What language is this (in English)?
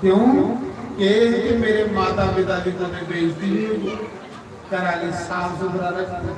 Dogri